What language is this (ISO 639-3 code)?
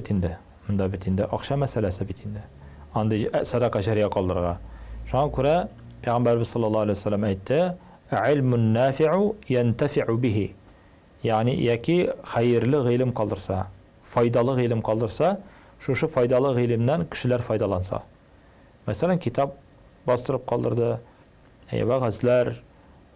tat